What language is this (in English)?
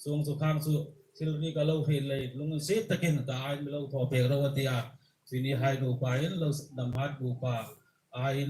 Hmar